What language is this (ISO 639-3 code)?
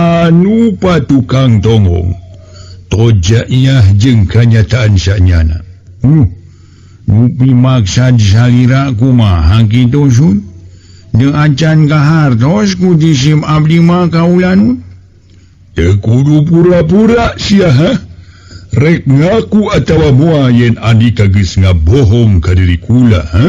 sun